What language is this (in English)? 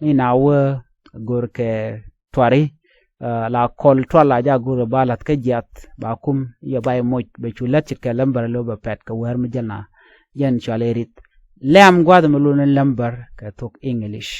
Nuer